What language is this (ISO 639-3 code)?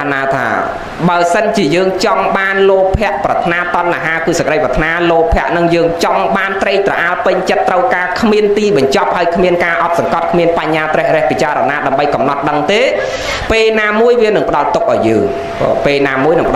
khm